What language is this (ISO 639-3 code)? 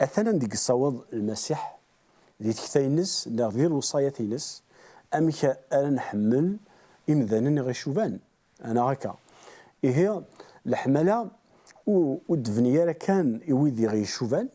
kab